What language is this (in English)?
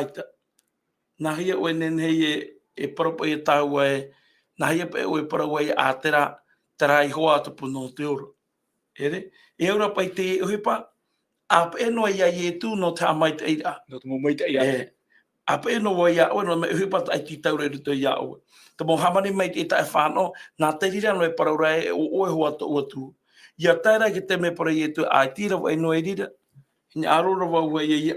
Tahitian